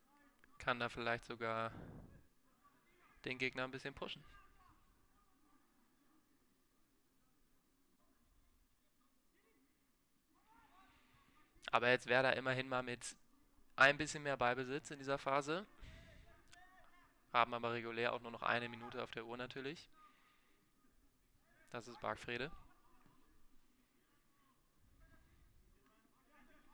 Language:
German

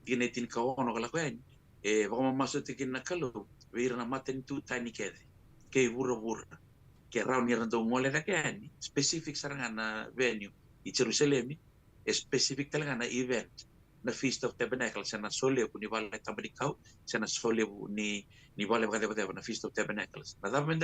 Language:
Fijian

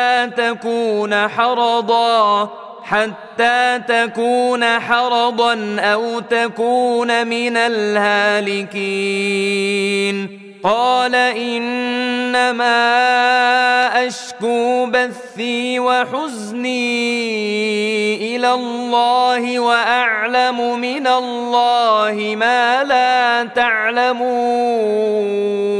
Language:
Arabic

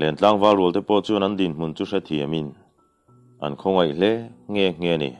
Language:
Mizo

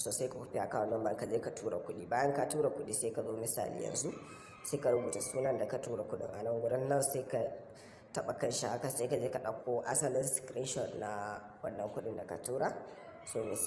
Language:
Hausa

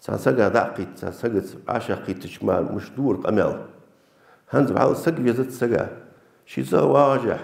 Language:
Ingush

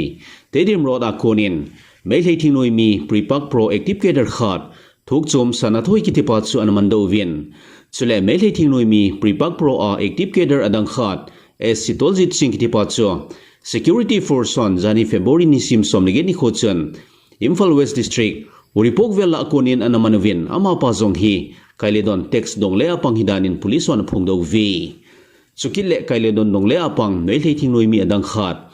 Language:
Thado Chin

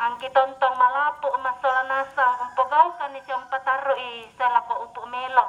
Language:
Toraja-Sa'dan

